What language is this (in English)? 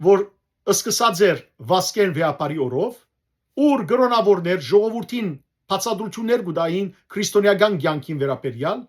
Western Armenian